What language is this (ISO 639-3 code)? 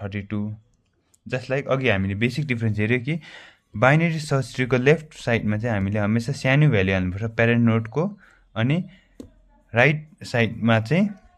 nep